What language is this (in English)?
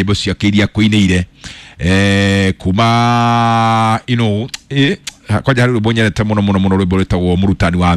Kikuyu